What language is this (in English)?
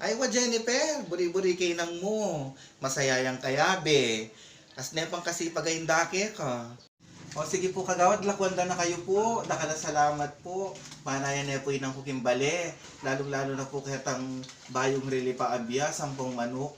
Pampanga